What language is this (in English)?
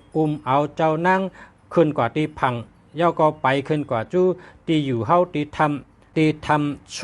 Shan